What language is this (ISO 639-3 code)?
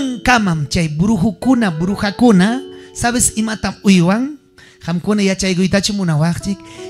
quy